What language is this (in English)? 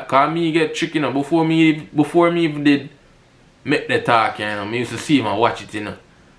Jamaican Creole English